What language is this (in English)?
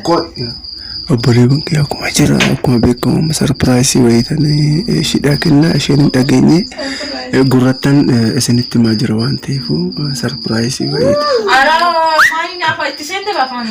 Oromo